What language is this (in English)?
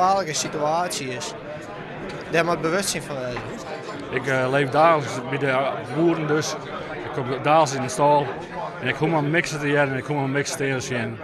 Western Frisian